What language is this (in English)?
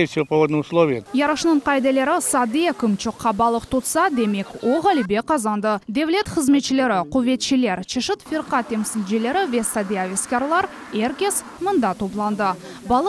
Crimean Tatar